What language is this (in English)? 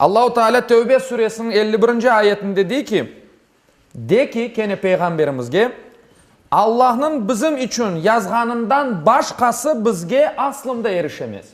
Crimean Tatar